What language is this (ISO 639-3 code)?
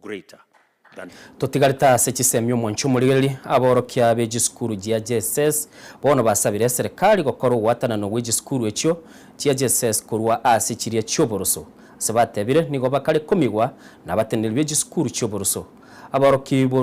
guz